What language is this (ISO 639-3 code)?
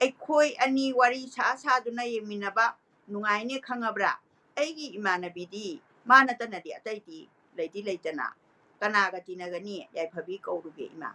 mni